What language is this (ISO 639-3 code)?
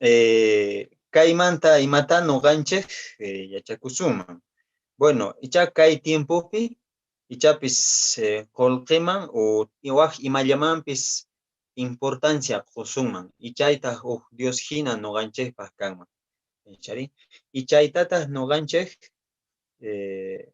que